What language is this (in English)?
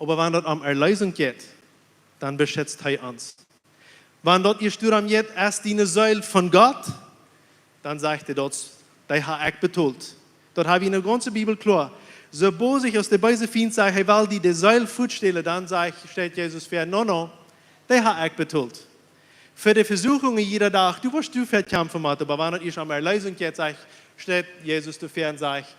Plautdietsch